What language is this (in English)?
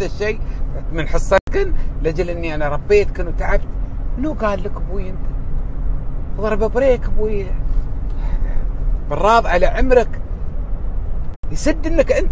Gulf Arabic